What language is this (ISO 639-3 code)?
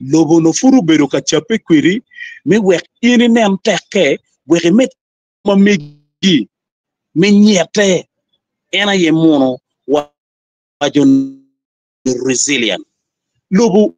ach